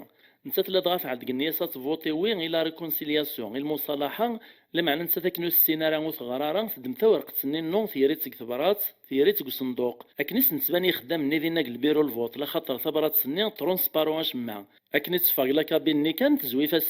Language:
Kabyle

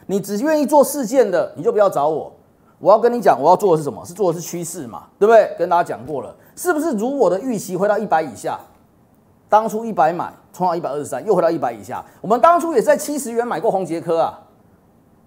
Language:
Chinese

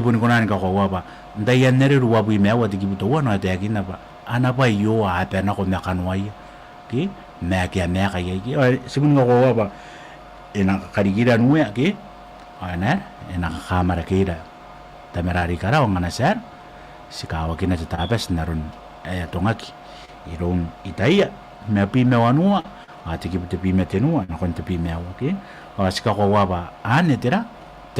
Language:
Gilbertese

